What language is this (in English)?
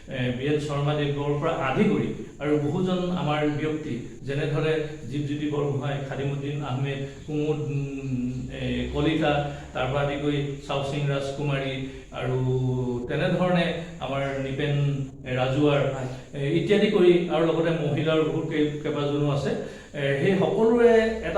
Assamese